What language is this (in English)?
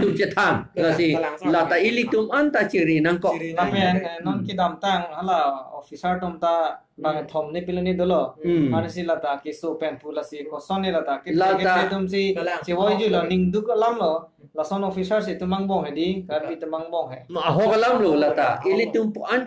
Karbi